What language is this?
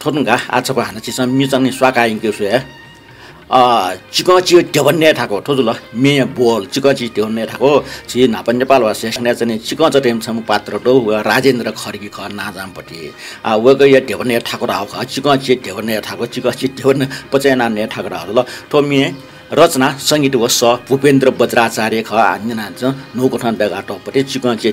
Newari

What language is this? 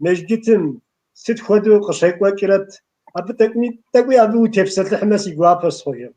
Kabardian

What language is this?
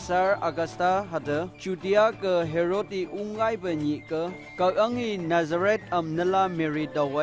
Phom Naga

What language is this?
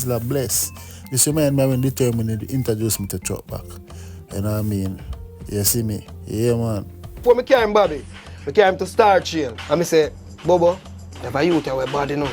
Jamaican Creole English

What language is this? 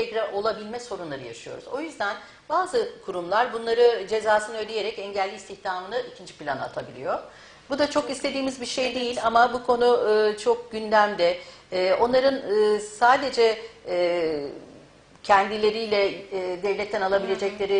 Turkish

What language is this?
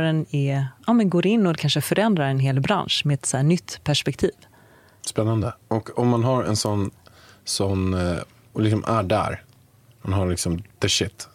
Swedish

